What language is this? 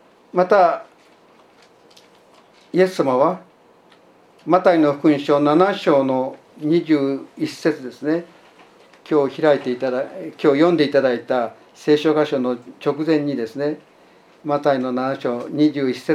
Japanese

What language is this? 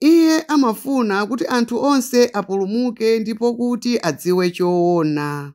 Nyanja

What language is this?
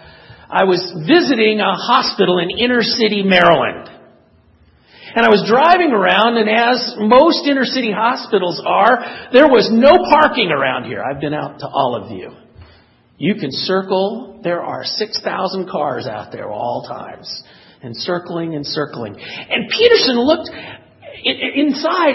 English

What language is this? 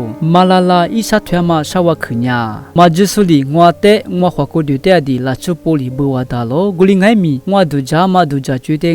Lisu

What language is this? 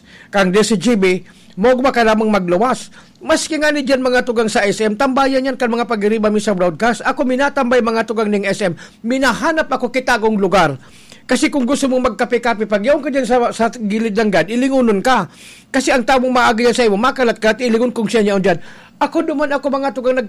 Bikol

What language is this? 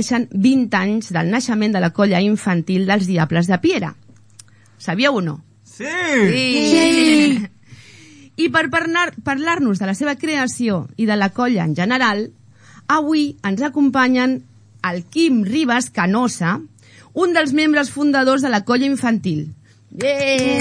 Catalan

